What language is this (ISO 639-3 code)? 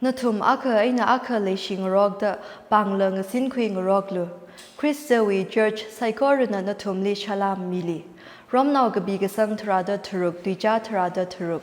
nmf